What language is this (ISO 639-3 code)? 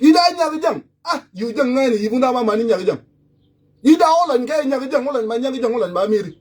nus